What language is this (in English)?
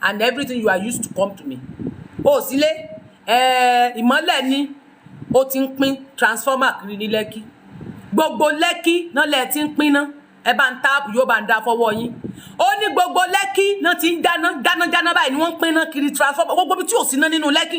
Yoruba